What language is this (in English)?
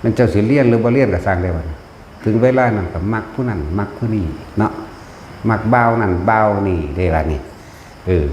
Northeastern Thai